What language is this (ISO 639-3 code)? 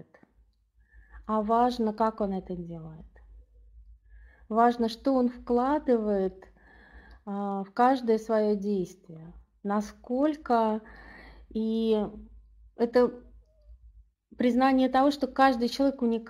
rus